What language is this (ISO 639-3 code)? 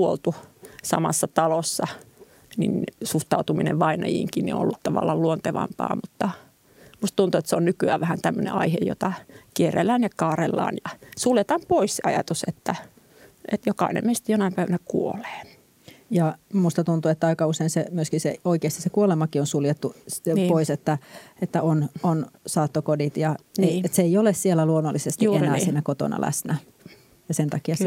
fin